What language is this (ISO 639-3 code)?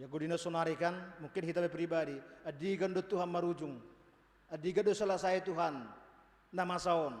bts